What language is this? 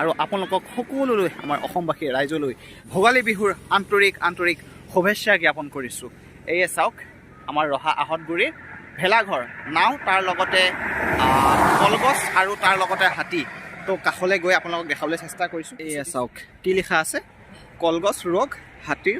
Assamese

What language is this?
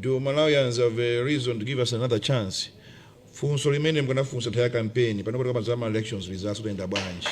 Nyanja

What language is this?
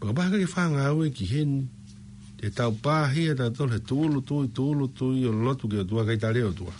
Tongan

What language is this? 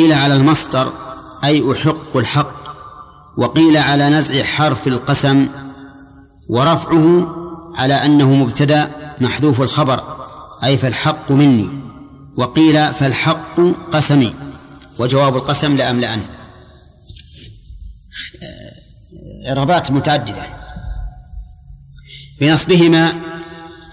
Arabic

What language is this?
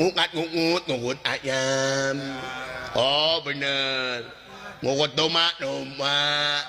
Sundanese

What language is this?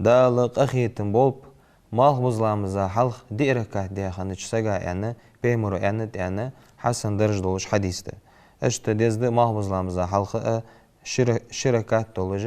Ingush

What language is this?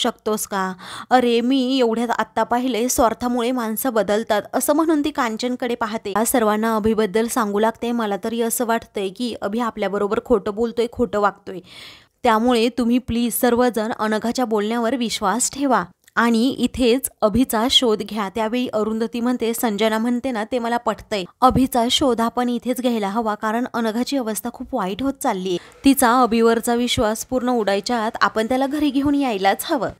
Marathi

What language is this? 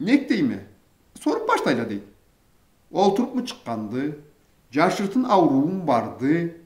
Karachay-Balkar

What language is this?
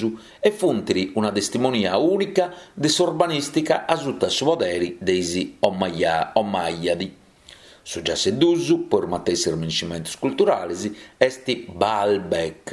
Sardinian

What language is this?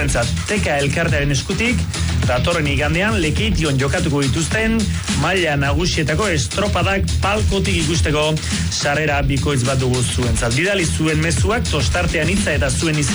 Basque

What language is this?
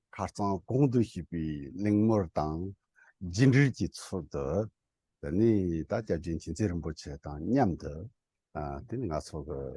Tibetan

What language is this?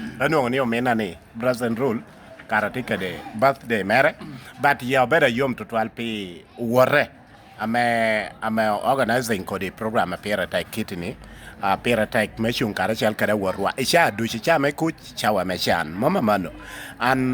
Lango (Uganda)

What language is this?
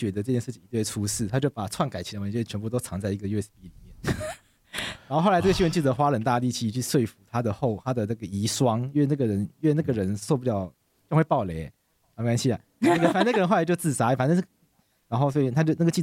Chinese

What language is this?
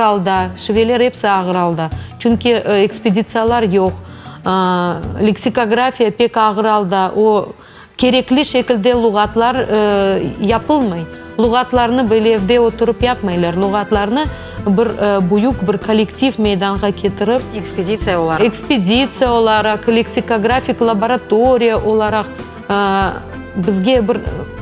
Crimean Tatar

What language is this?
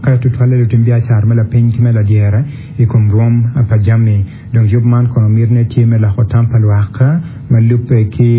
Acoli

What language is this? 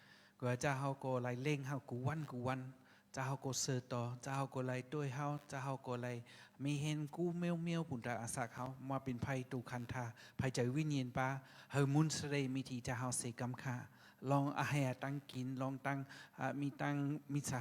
Shan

